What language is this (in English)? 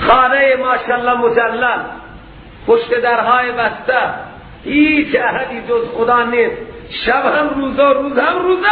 Persian